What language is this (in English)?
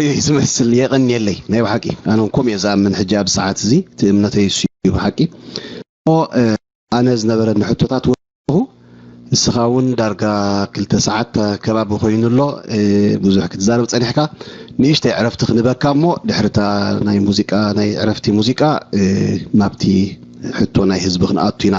Tigrinya